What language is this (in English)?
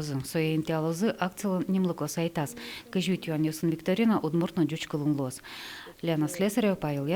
Udmurt